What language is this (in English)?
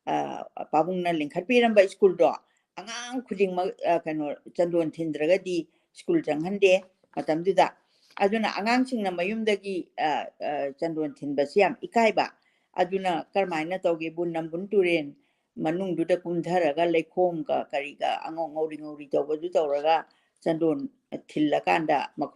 Manipuri